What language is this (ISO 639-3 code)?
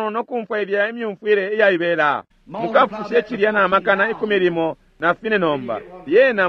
bem